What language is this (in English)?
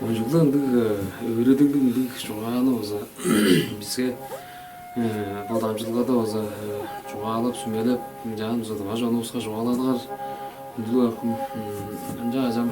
Tuvinian